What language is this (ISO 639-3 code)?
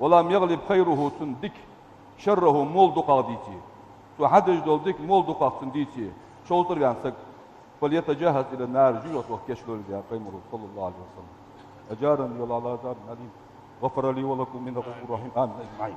inh